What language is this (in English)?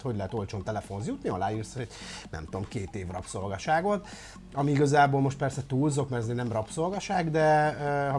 Hungarian